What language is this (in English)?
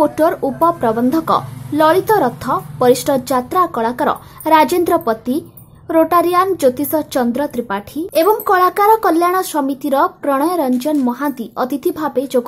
Odia